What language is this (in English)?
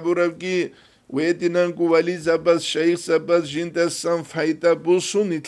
Avaric